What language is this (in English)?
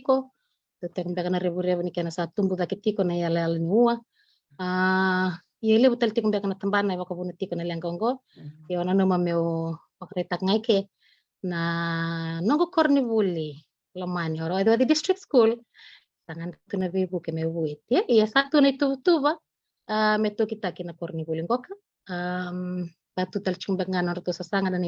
Fijian